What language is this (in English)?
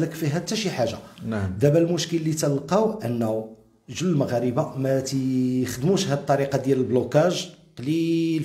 Moroccan Arabic